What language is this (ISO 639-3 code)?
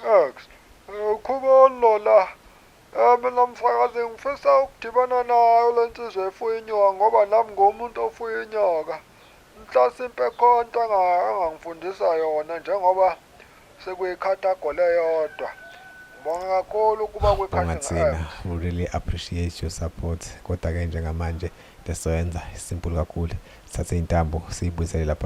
zul